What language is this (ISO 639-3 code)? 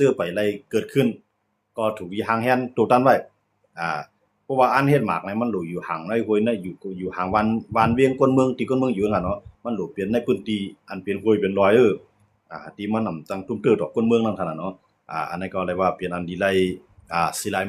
shn